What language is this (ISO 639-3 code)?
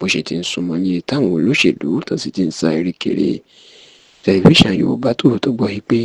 yor